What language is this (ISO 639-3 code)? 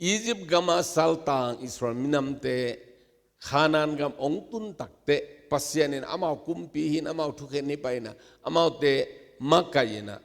ctd